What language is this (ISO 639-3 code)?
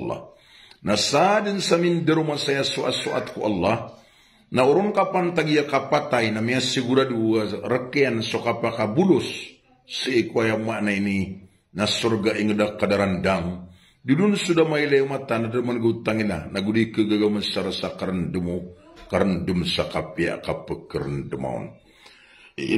mrw